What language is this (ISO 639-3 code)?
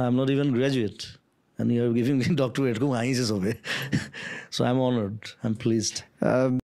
asm